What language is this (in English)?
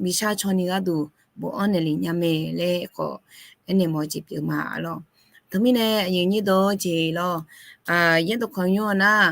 Akha